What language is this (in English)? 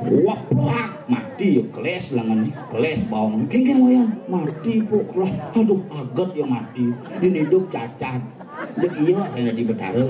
Balinese